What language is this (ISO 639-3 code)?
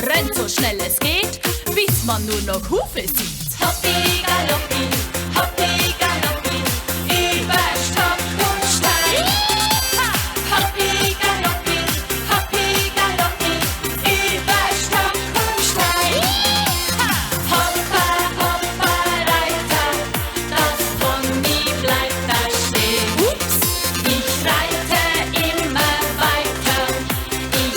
gsw